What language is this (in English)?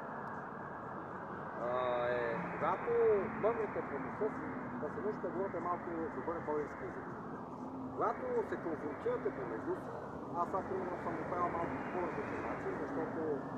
Bulgarian